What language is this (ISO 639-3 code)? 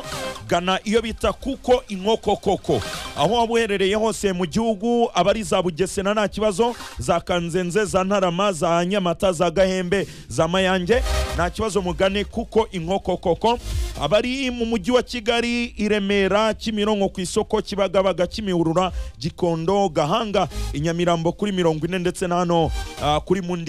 kin